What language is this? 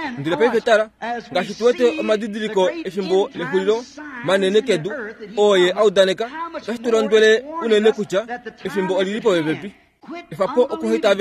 Kuanyama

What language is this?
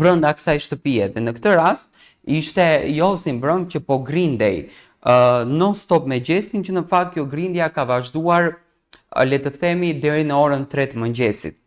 Albanian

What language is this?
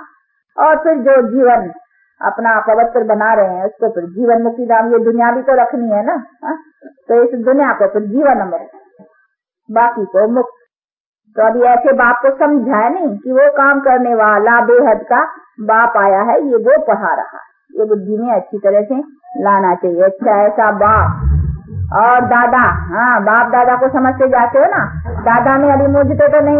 Hindi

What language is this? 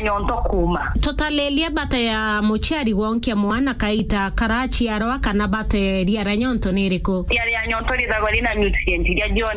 Meru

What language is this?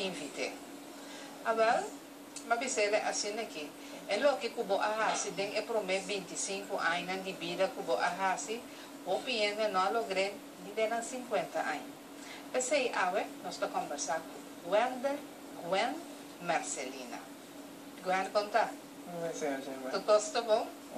Papiamento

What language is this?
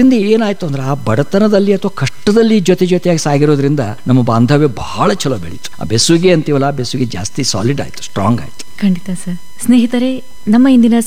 Kannada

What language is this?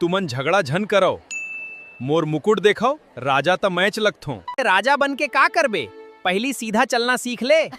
Chhattisgarhi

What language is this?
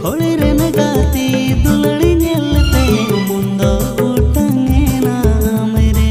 Santali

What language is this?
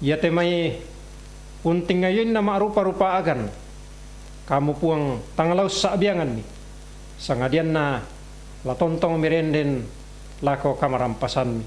Toraja-Sa'dan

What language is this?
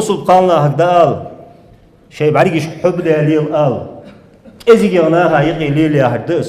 Ingush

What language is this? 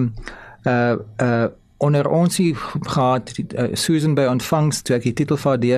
Afrikaans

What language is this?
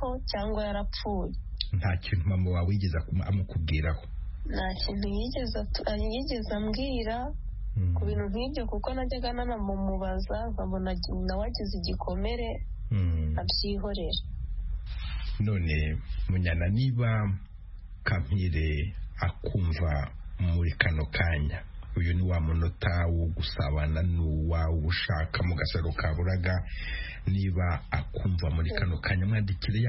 Kinyarwanda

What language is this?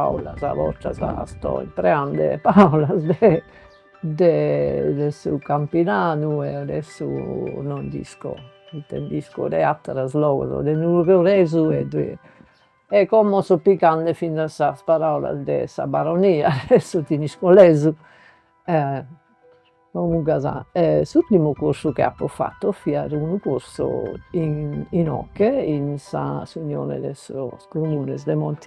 Sardinian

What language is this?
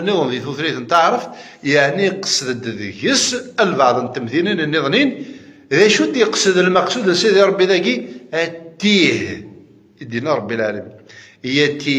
Kabyle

